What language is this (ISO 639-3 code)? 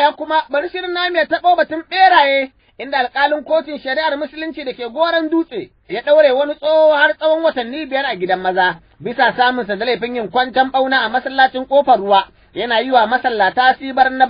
hau